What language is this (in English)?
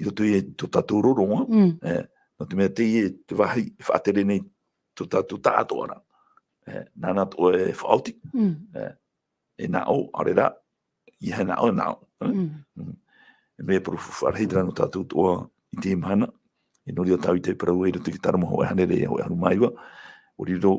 Tahitian